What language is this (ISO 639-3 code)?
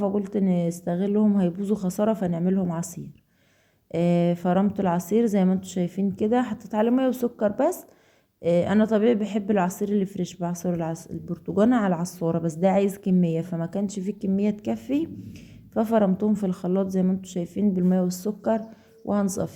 arz